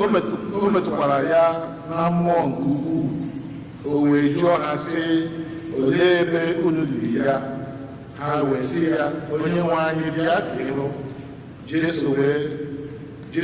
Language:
Igbo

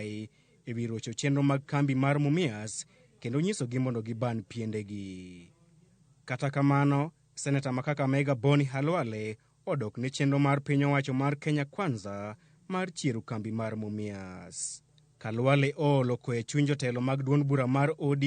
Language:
Luo (Kenya and Tanzania)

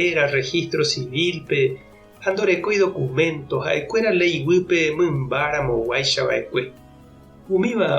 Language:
Guarani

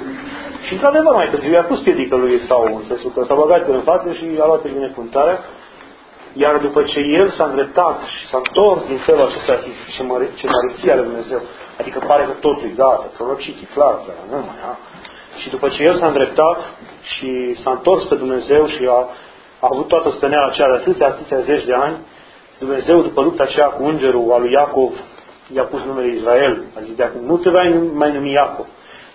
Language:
Romanian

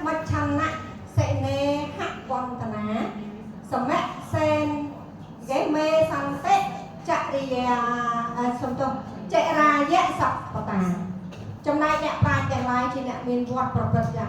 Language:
Khmer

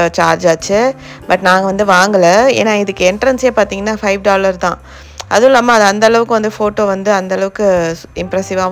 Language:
Tamil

